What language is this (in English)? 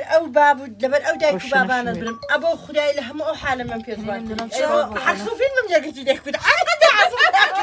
Kurdish